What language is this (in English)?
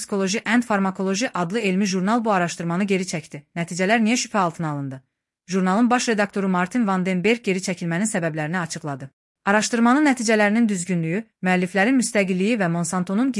Azerbaijani